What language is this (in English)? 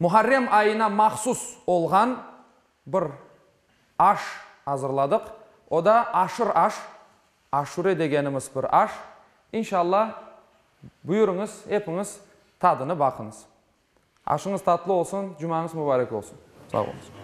Crimean Tatar